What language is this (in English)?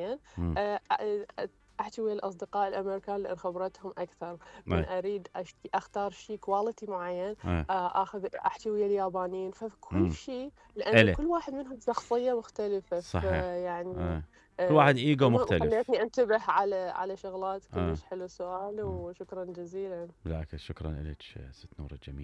Mesopotamian Arabic